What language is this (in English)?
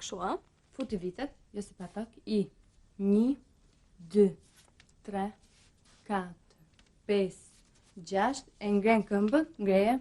Albanian